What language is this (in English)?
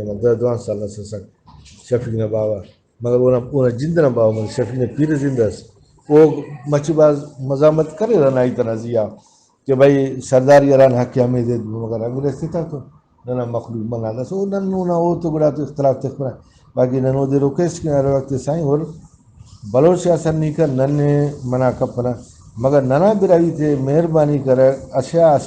Brahui